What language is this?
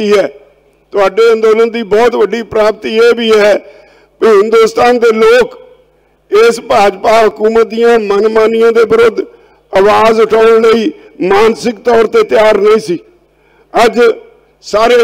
Punjabi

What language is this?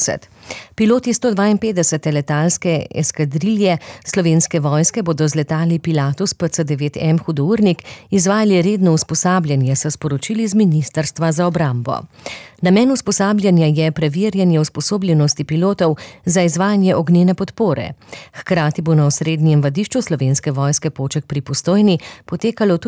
Slovenian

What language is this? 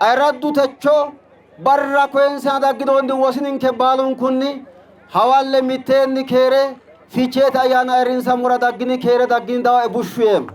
Sidamo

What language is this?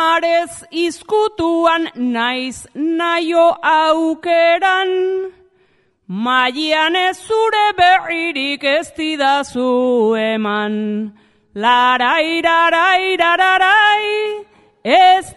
Basque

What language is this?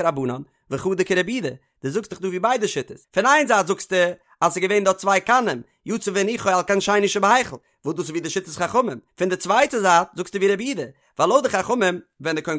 Yiddish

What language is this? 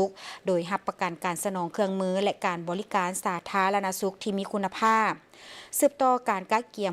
Lao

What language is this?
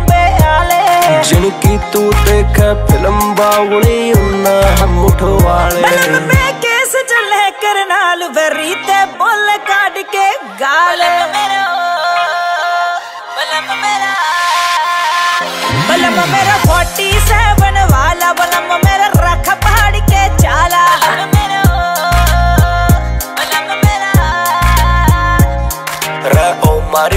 Punjabi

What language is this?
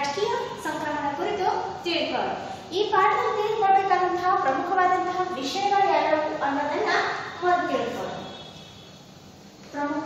Kannada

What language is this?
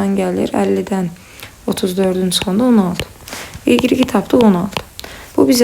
Azerbaijani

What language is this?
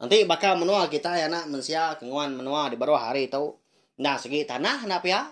Iban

